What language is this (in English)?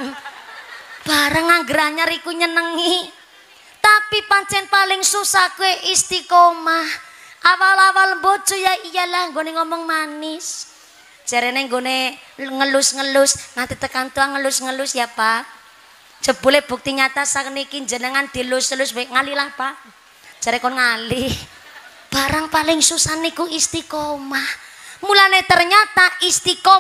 Javanese